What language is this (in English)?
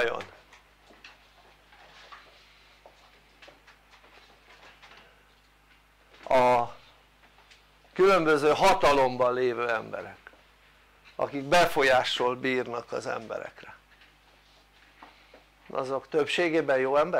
Hungarian